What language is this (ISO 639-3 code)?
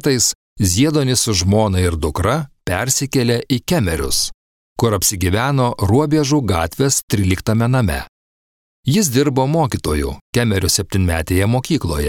lit